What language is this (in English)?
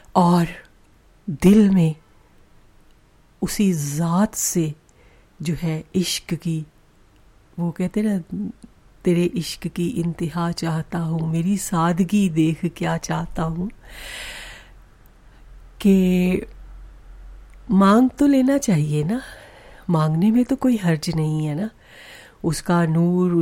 Urdu